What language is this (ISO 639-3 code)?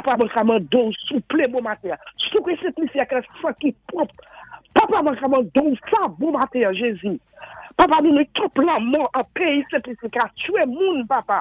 acf